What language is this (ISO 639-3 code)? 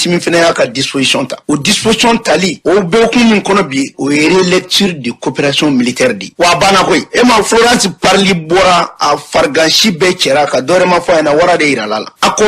bam